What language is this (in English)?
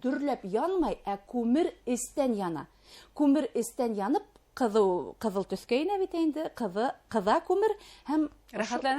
Bashkir